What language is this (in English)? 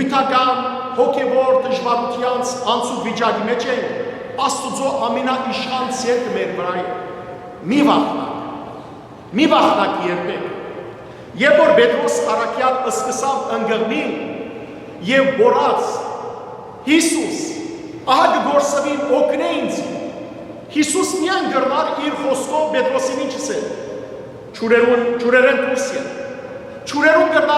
Western Armenian